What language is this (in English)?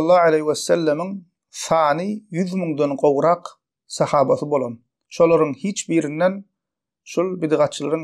Turkmen